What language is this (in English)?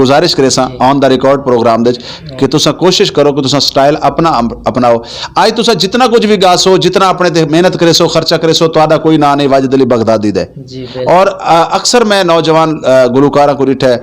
Saraiki